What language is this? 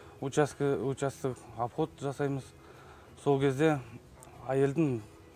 Kazakh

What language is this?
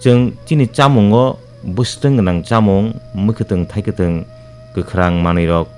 Kok Borok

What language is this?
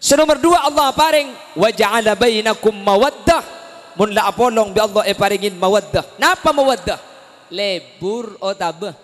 Madurese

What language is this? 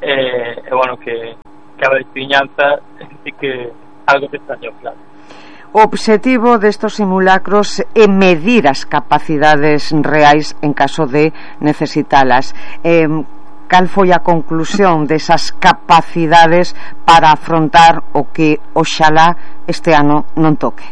Galician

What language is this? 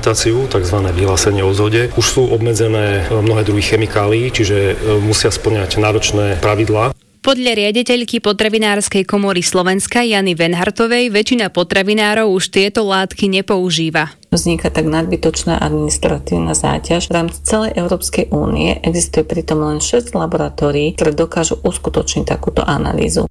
Slovak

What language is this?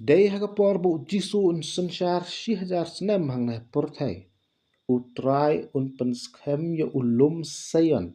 Khasi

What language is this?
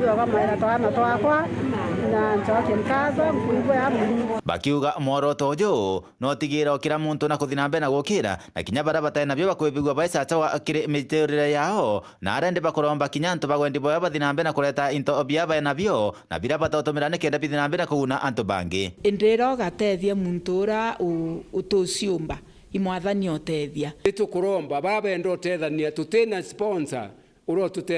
Meru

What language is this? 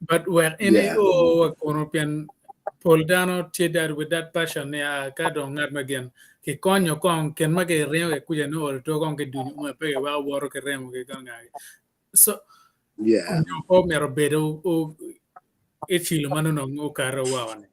Acoli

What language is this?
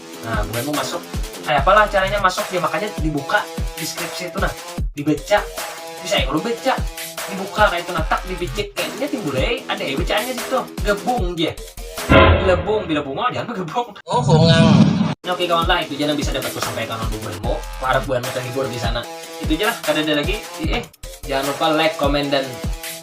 Banjar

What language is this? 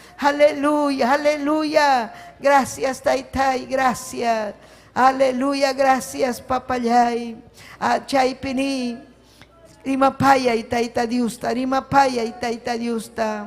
Ayacucho Quechua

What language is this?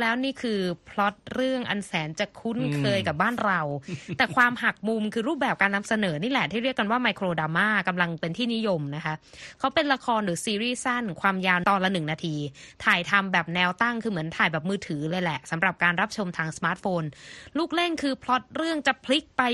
Thai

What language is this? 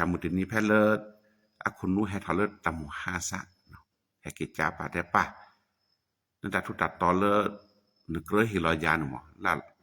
S'gaw Karen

